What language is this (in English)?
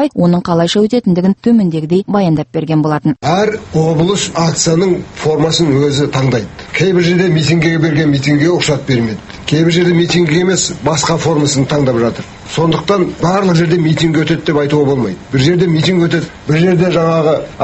Kazakh